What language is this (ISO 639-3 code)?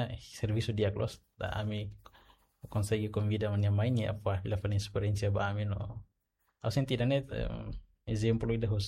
tet